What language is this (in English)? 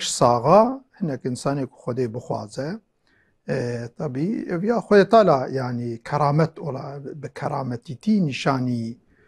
Kurdish